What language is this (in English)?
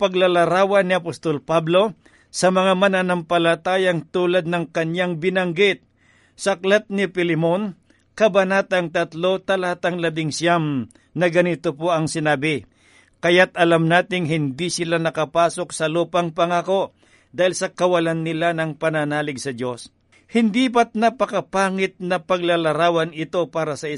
Filipino